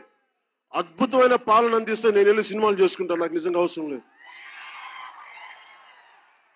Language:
Telugu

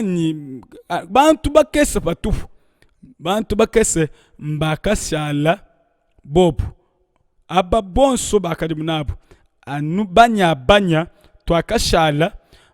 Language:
Luba-Lulua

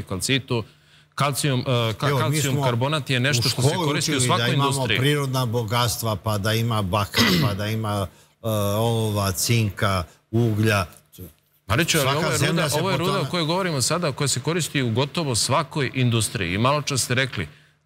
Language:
Serbian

